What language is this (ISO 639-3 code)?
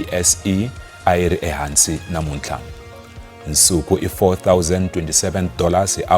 tso